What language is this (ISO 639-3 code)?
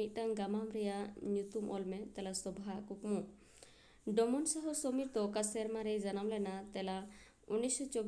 sat